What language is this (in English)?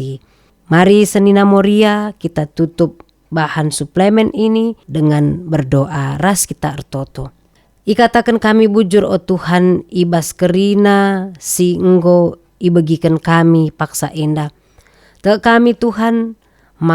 Batak Karo